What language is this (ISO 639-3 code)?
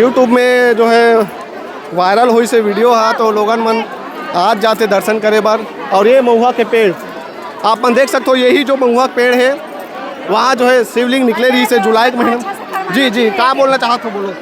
hne